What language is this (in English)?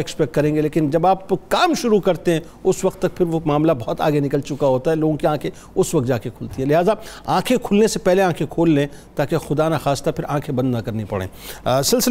Urdu